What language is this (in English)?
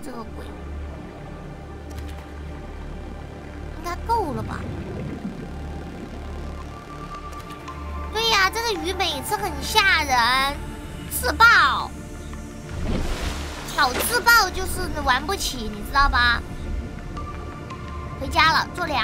Chinese